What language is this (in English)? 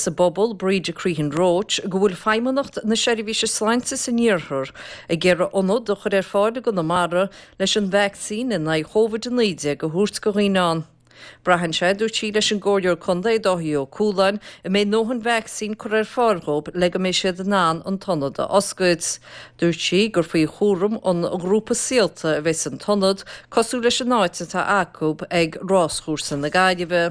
Irish